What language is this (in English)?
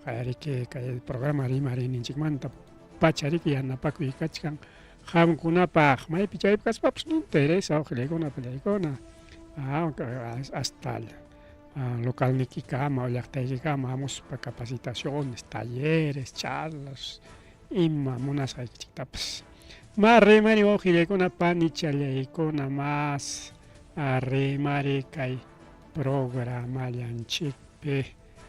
Ayacucho Quechua